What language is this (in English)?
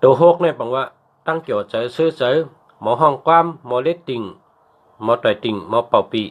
Shan